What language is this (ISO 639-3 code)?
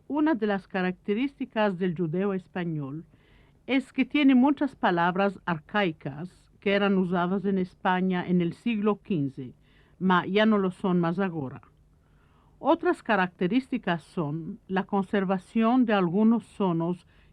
lad